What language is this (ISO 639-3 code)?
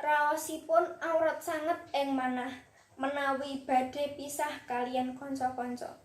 jav